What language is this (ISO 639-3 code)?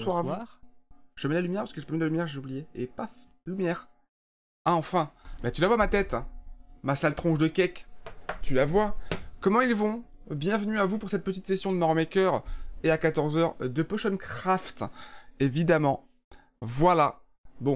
fra